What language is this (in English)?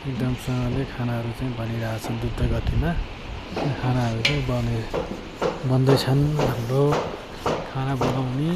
Nepali